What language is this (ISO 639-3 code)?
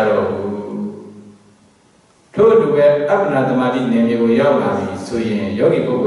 mya